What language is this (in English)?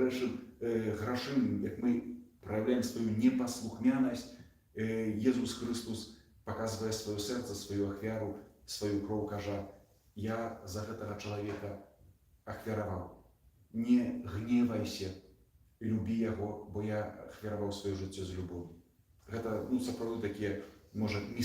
Belarusian